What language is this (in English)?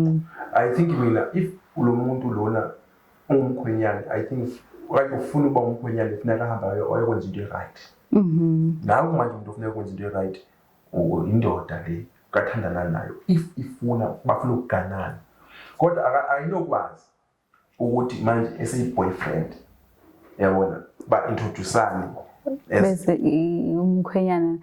Zulu